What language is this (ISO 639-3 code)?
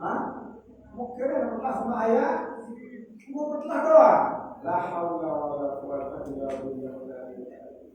sas